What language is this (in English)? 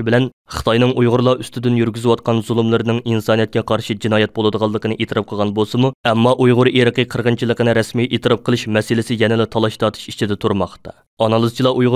Uyghur